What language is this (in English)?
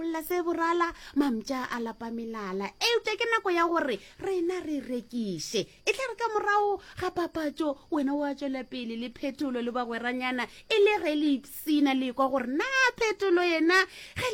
Northern Sotho